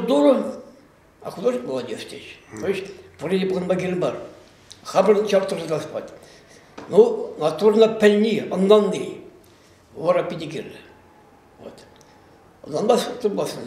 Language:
Chuvash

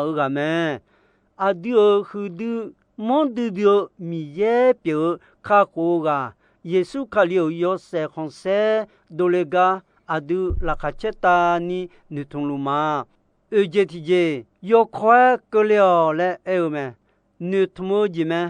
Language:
Akha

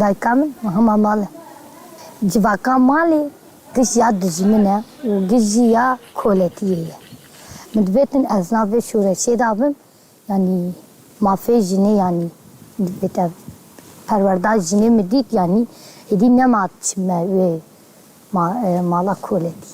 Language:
Kurdish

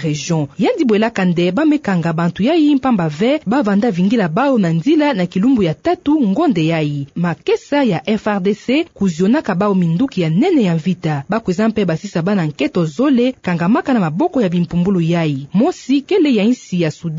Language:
Kituba (Democratic Republic of Congo)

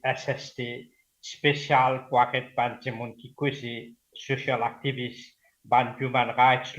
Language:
Morisyen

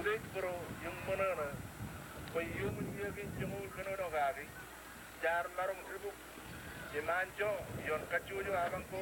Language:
Marshallese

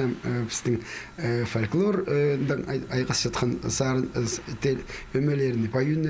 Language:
Khakas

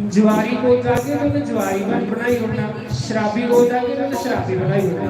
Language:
Dogri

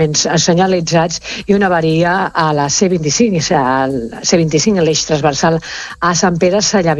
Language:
Catalan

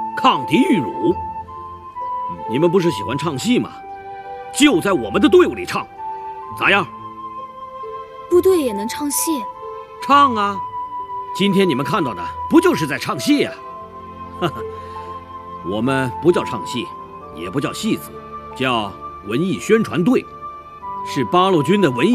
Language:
Chinese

